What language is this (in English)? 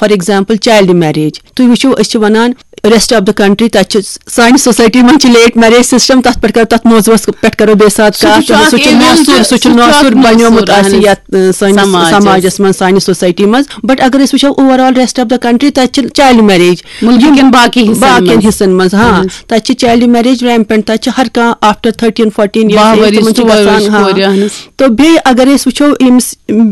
Kashmiri